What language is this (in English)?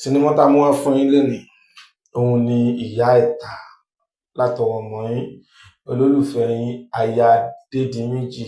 Yoruba